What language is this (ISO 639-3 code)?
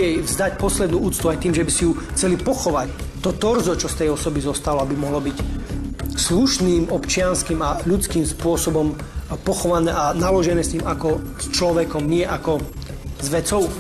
slk